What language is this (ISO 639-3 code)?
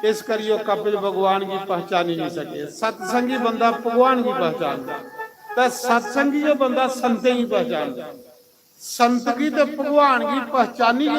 doi